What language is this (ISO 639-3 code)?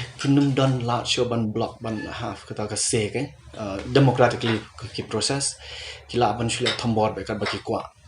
kha